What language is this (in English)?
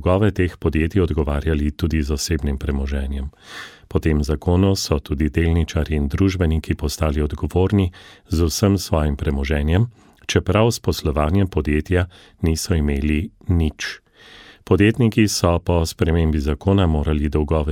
Slovenian